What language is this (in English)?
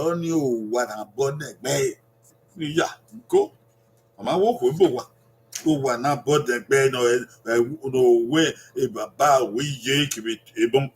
Bini